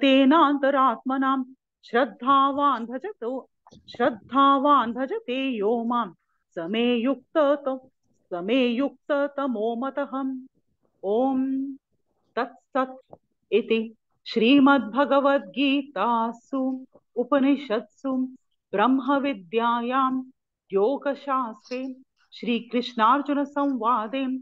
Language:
Sanskrit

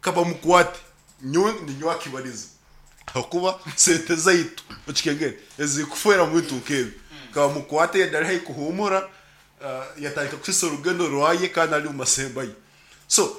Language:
Nyankole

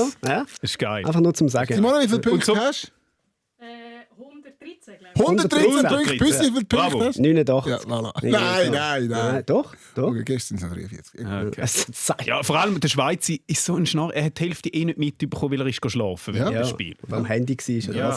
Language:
Swiss German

